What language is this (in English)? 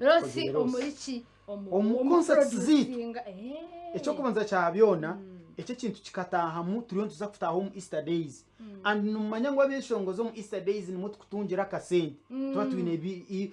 Nyankole